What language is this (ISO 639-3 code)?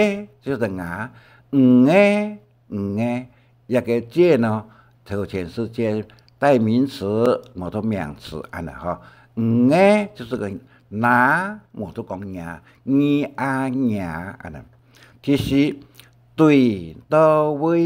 hak